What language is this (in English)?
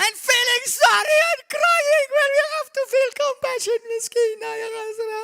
English